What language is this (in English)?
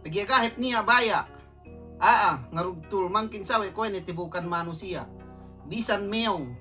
Yakan